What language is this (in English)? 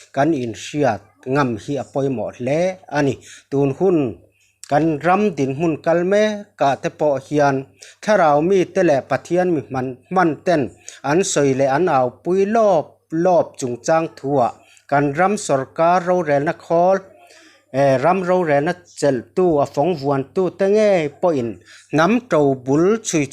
Mizo